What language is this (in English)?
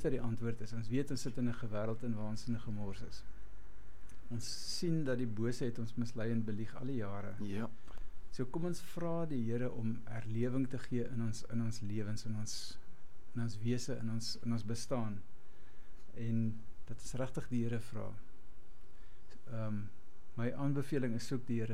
Afrikaans